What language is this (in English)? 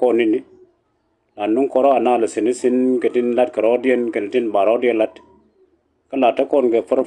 Nuer